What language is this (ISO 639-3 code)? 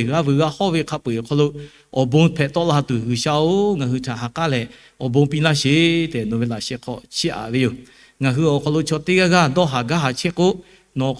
lhu